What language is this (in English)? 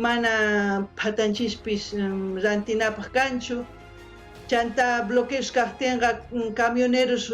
South Bolivian Quechua